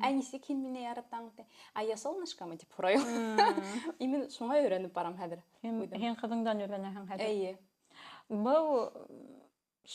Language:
Bashkir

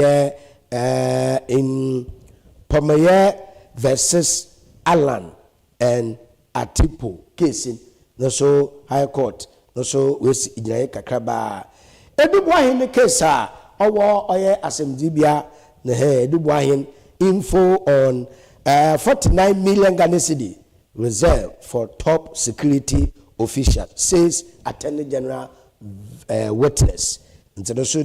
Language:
Akan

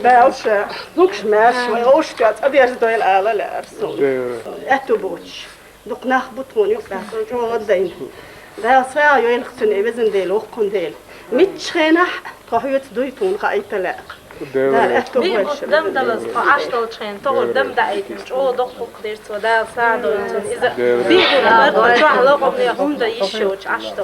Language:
Chechen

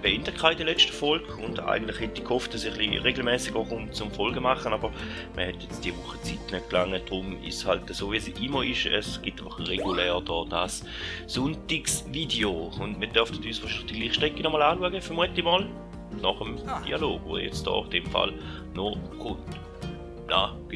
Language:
Swiss German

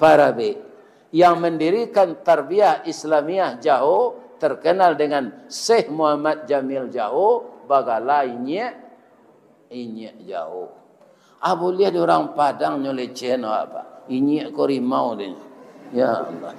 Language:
Minangkabau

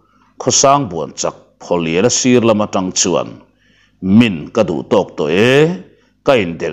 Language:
Mizo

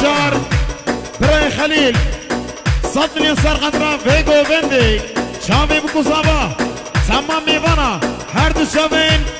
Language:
Kurdish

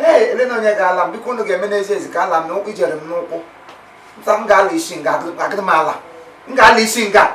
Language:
Igbo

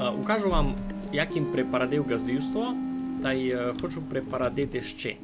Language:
Rusyn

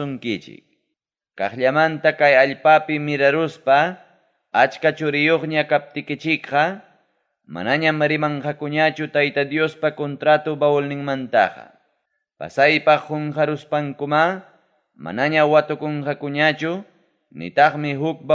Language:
Ayacucho Quechua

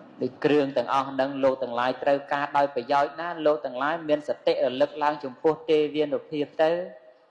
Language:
Khmer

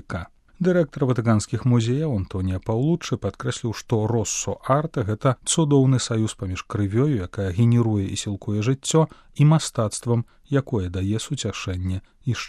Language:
Belarusian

